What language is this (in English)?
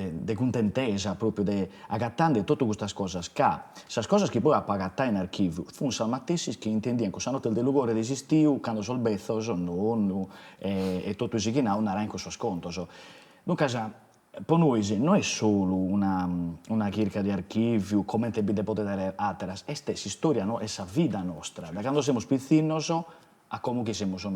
Sardinian